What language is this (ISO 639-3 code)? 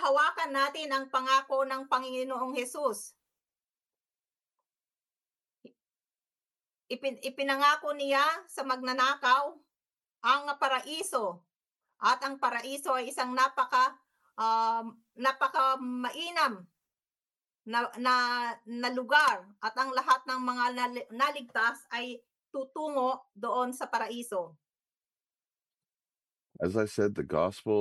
fil